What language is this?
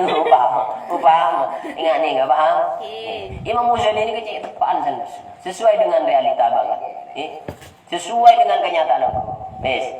Madurese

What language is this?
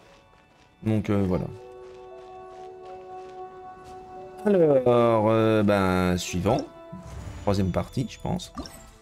French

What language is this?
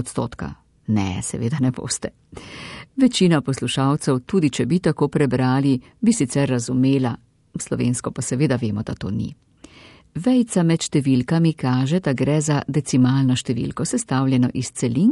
Slovenian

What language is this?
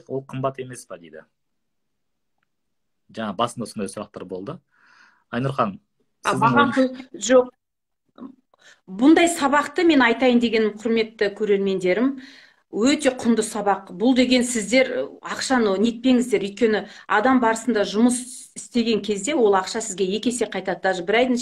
Kazakh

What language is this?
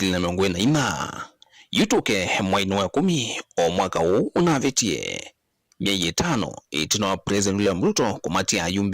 Kamba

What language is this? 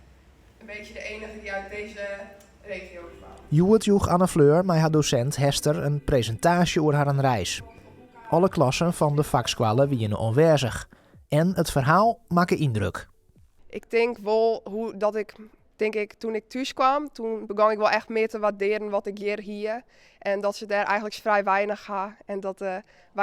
Western Frisian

